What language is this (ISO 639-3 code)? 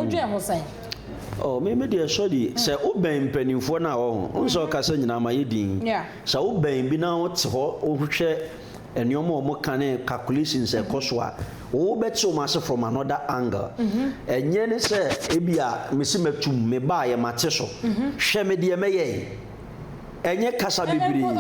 aka